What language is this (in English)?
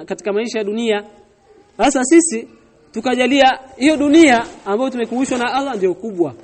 Swahili